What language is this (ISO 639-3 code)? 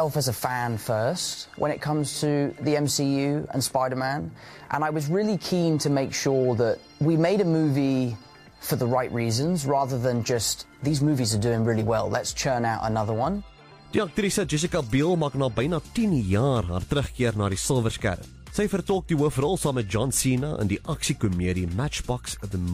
afr